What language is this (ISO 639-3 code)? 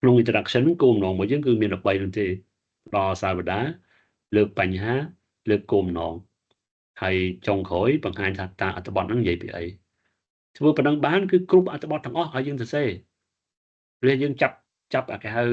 khm